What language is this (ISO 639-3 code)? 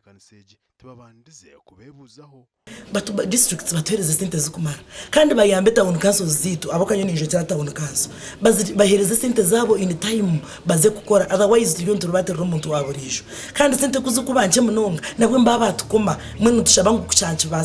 nyn